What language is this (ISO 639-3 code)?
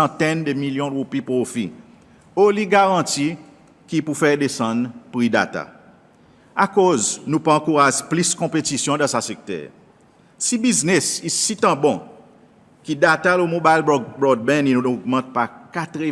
crs